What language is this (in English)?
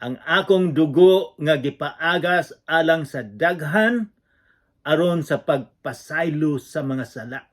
Cebuano